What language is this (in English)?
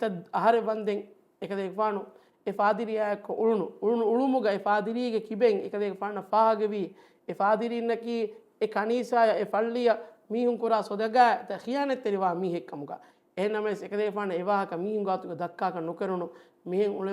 Divehi